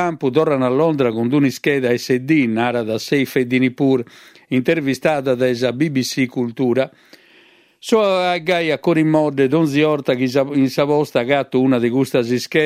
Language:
Sardinian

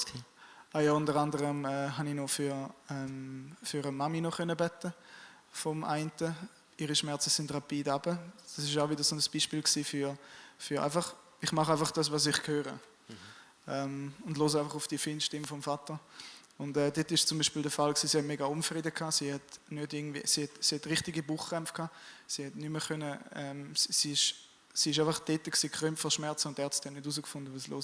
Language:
Swiss German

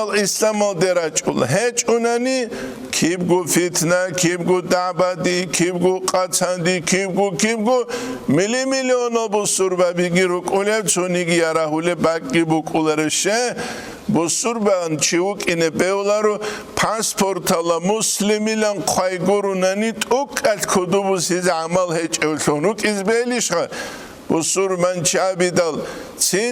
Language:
Avaric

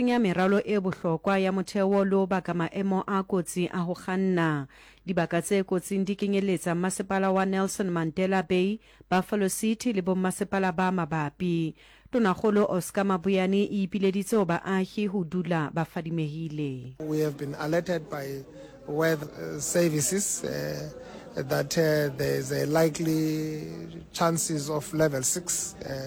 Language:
Southern Sotho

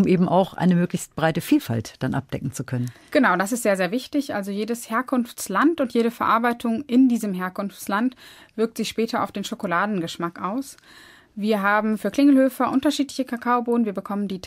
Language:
German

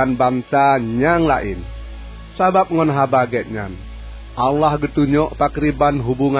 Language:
Achinese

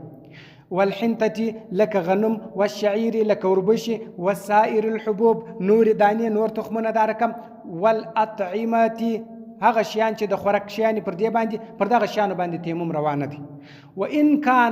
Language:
Pashto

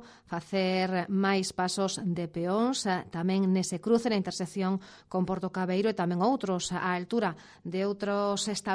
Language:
Galician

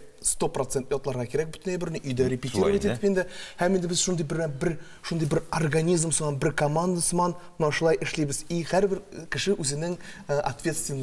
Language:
Tatar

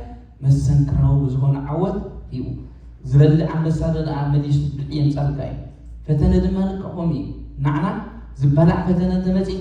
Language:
Tigrinya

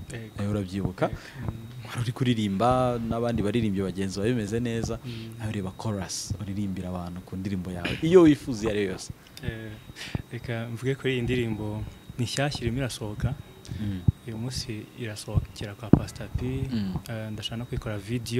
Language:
Kinyarwanda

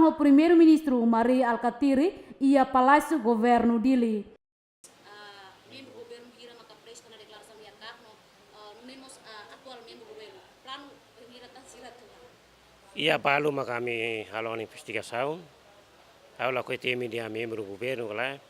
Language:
Tetum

